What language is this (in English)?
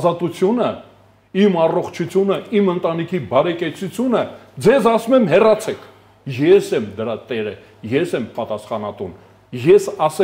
Armenian